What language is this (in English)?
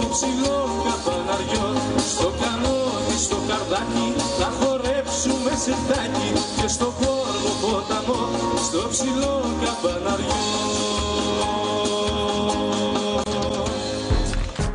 Greek